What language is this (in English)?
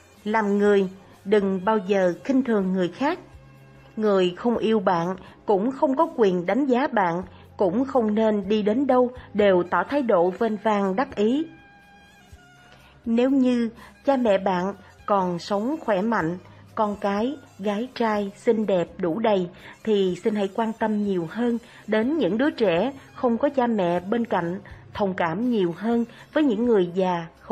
Vietnamese